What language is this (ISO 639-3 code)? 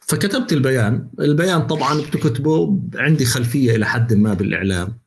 apc